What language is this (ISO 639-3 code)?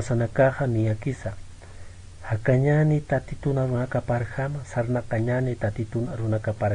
aym